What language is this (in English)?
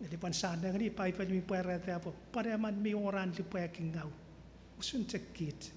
Chuukese